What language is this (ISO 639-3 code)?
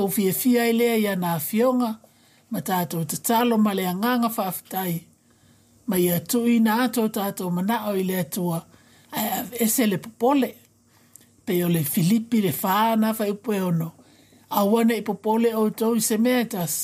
smo